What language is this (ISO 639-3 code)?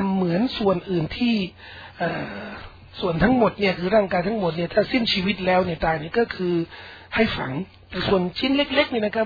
tha